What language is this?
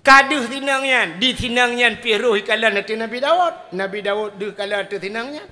Achinese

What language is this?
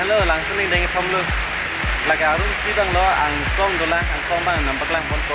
Karbi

